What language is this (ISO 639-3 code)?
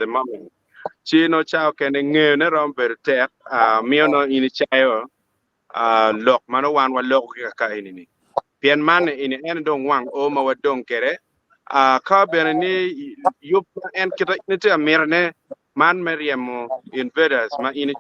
ach